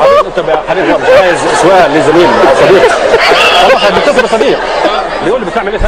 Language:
Egyptian Arabic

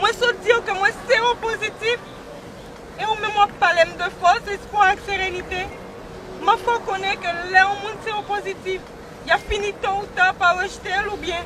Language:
Haitian Creole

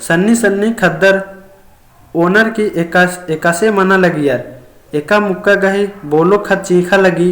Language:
Kurukh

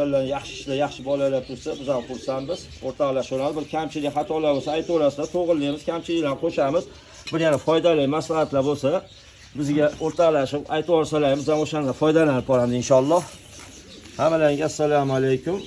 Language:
Uzbek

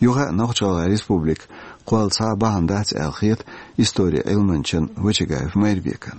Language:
Chechen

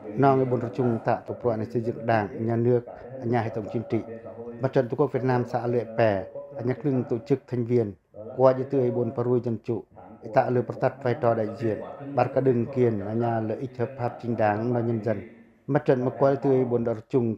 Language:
Pacoh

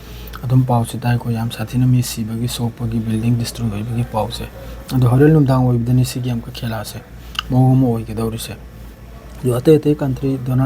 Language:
Manipuri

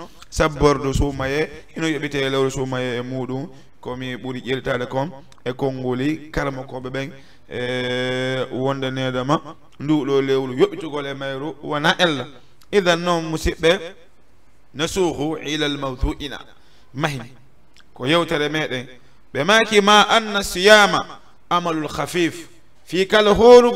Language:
Fula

